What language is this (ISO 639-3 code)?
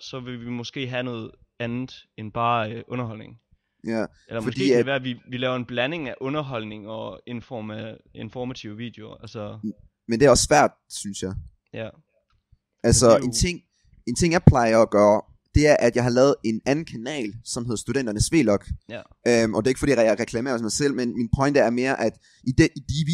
dan